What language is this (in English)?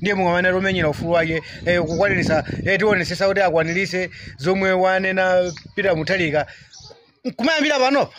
Nyanja